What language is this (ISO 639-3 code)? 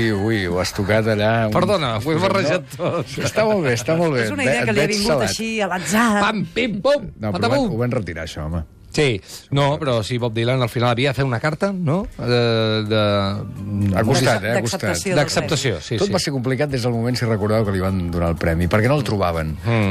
cat